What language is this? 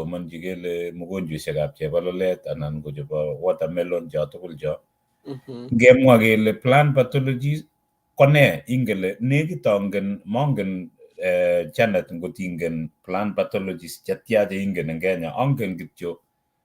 Kalenjin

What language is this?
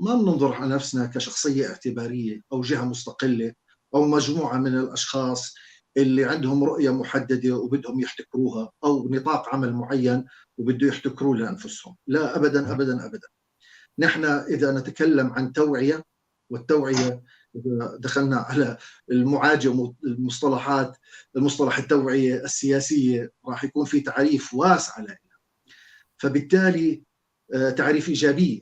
North Levantine Arabic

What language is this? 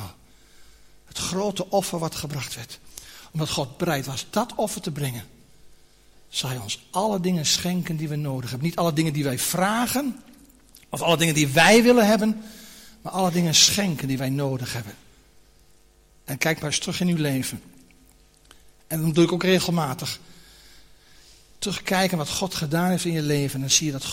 Dutch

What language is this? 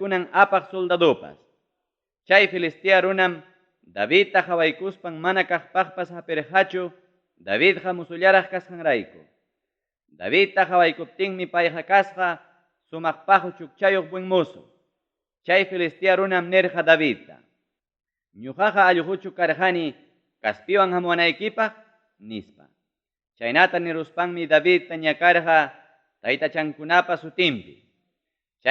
Ayacucho Quechua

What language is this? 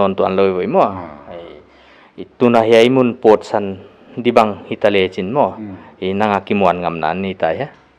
Paite Chin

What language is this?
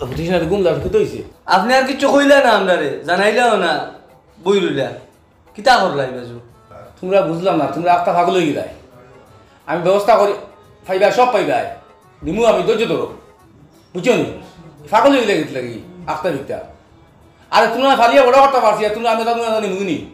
Sylheti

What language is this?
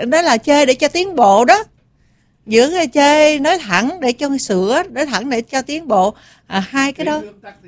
Vietnamese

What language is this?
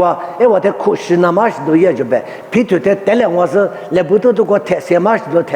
Lisu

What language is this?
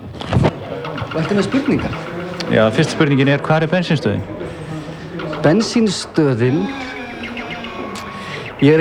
Icelandic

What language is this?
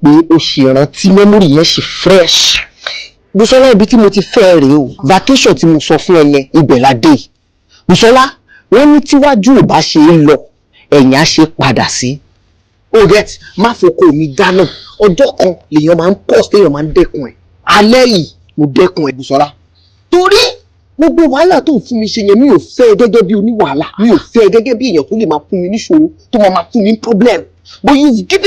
Yoruba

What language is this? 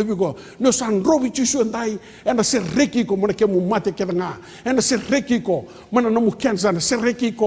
Fijian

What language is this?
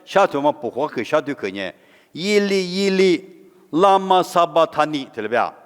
Lisu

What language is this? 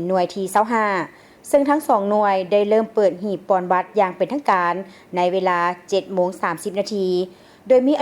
Lao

